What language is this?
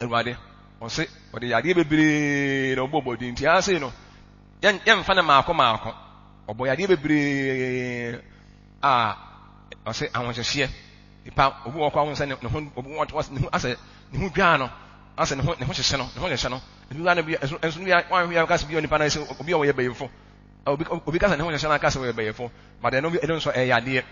Akan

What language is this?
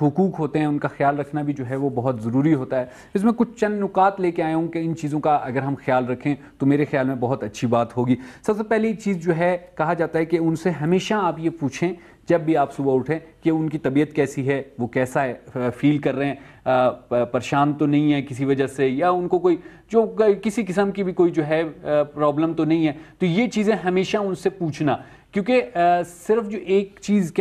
Urdu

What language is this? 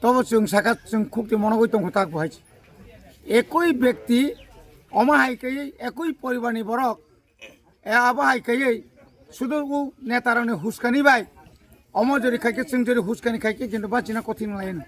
Kok Borok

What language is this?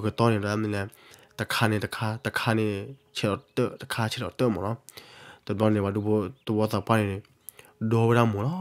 S'gaw Karen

